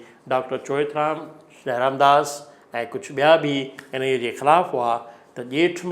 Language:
Sindhi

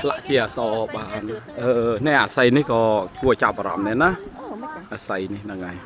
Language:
Khmer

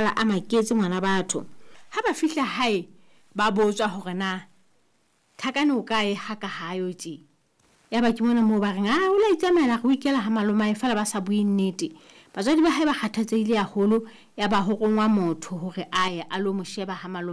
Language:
Southern Sotho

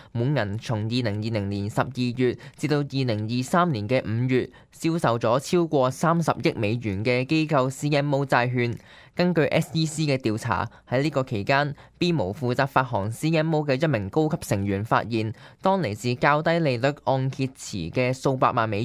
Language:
Cantonese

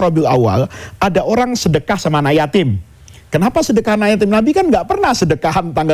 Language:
Indonesian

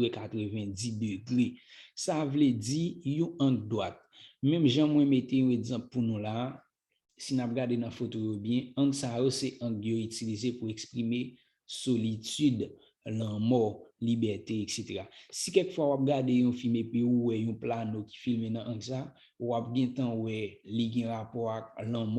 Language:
Haitian Creole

